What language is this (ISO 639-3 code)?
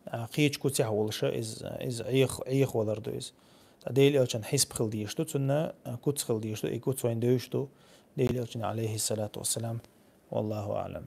che